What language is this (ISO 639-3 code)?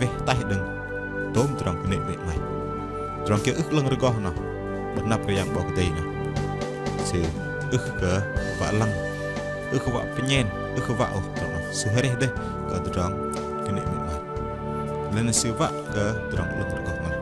bdq